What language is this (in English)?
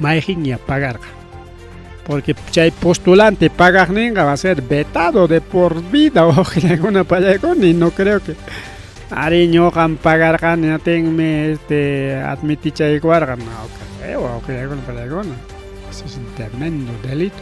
Ayacucho Quechua